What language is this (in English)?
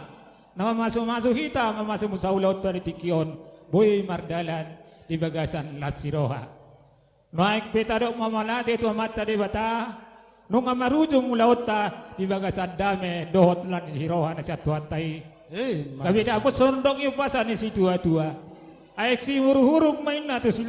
Batak Toba